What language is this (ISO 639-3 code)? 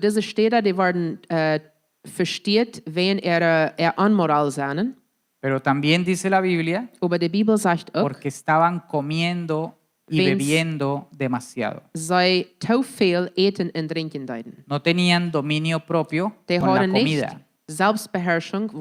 pdt